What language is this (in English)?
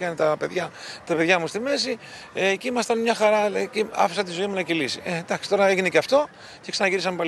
Greek